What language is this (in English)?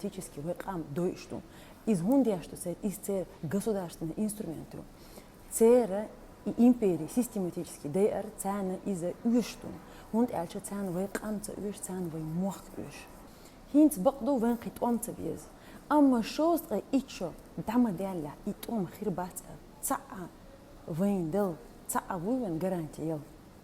Chechen